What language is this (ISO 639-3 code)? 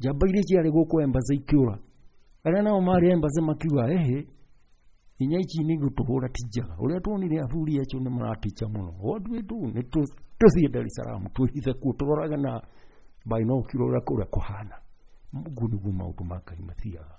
kik